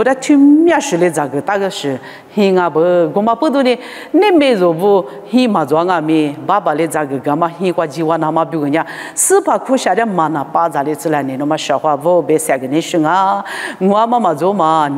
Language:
Lisu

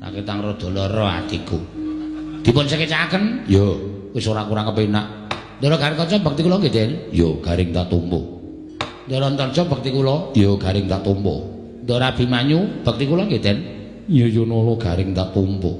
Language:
Javanese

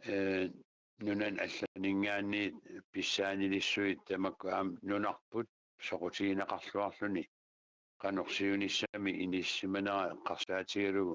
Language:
Kalaallisut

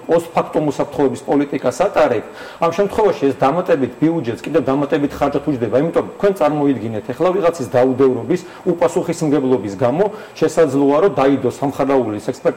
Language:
Georgian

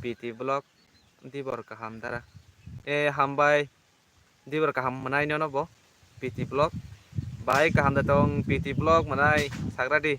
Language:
Kok Borok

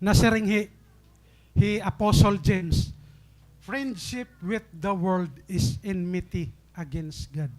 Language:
Waray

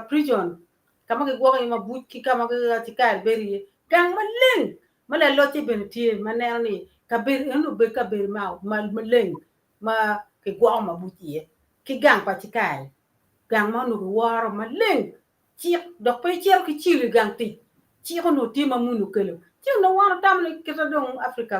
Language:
Acoli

